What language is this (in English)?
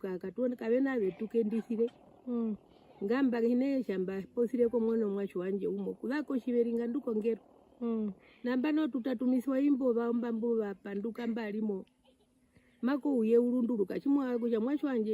Herero